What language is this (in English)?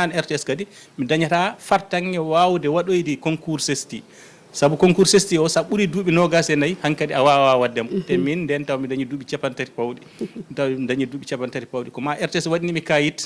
Fula